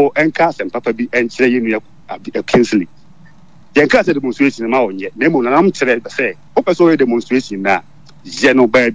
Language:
Akan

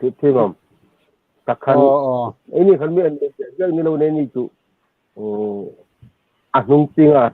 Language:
Hmar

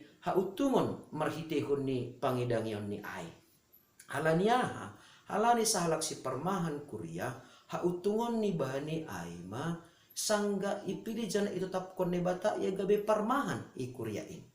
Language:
Batak Simalungun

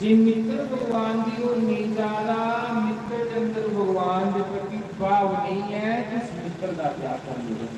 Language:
Dogri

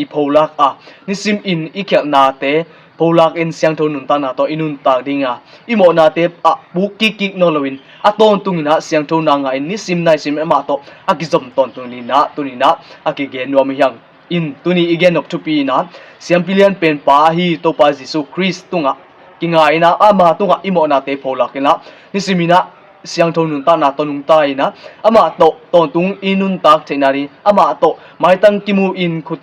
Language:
Tedim Chin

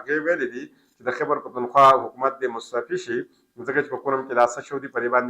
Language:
Pashto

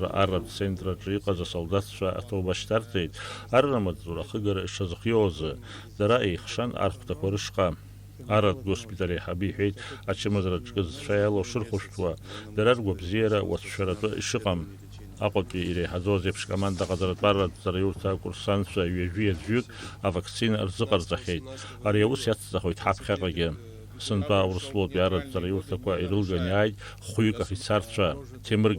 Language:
Abkhazian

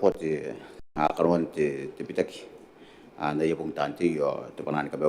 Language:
Gilbertese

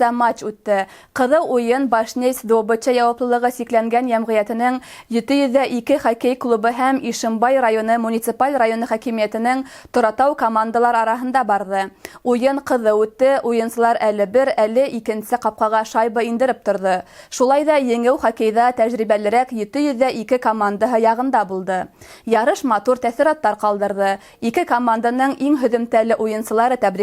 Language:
Bashkir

